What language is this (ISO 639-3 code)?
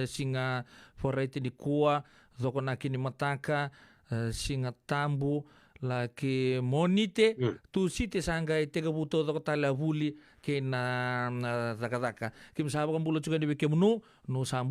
fij